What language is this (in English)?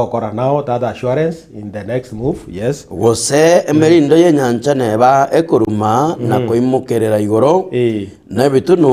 Gusii